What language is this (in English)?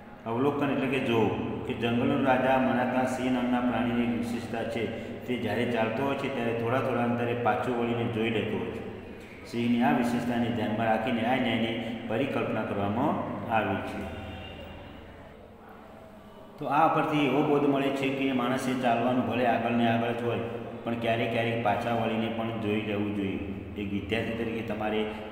Gujarati